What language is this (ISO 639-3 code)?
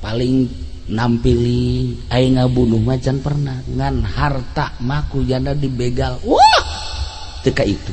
sun